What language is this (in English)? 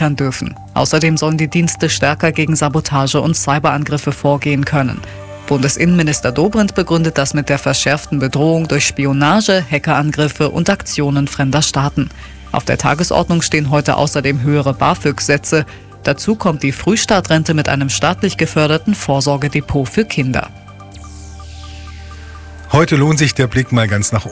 German